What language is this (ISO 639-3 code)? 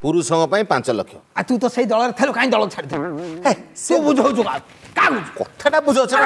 ori